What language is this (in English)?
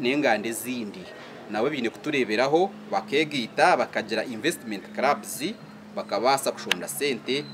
Nyankole